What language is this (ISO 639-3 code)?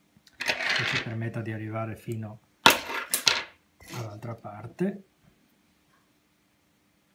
ita